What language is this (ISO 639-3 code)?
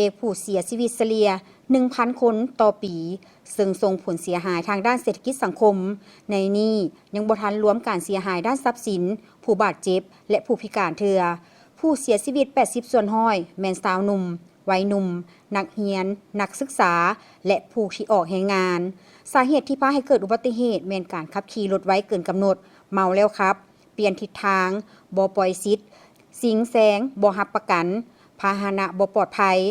lao